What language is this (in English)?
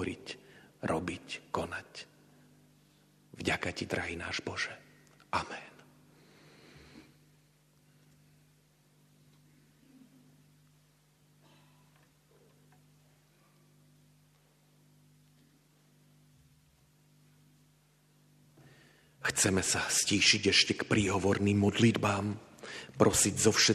Slovak